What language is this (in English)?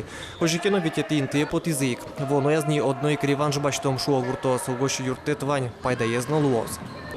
Udmurt